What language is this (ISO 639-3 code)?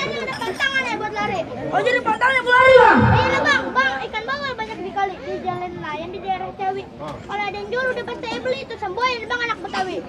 bew